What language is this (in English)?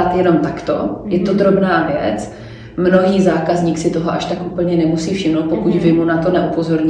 Czech